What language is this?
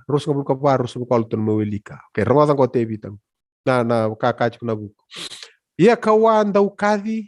Fijian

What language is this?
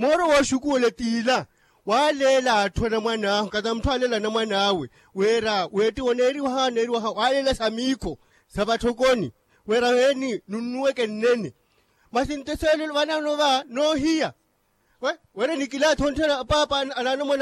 Makhuwa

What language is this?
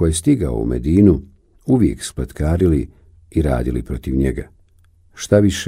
Bosnian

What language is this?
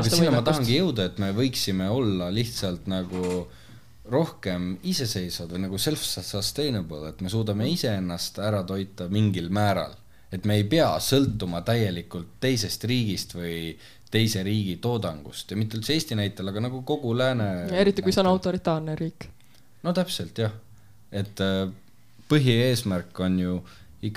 Estonian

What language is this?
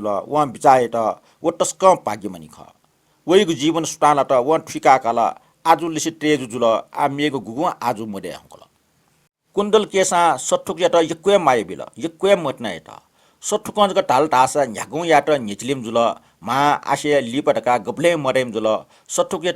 Newari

